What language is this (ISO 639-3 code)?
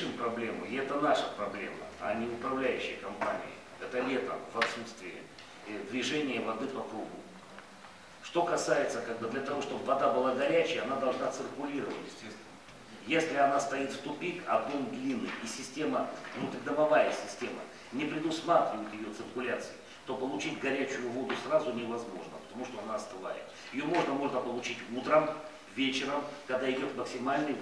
rus